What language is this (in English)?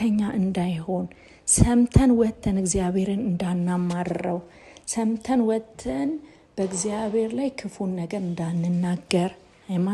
Amharic